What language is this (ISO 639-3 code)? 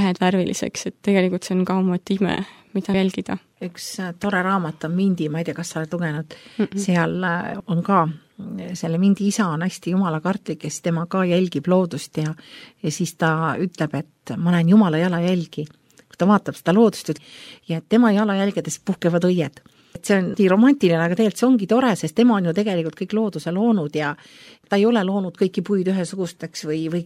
est